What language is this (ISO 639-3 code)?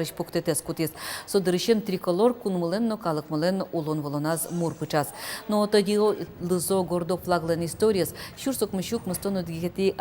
udm